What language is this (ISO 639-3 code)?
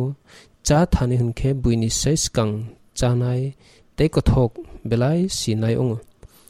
trp